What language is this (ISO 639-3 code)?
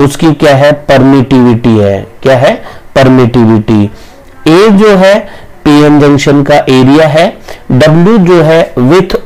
hin